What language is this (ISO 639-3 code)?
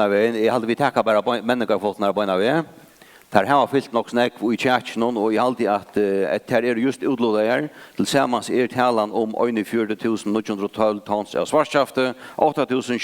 fao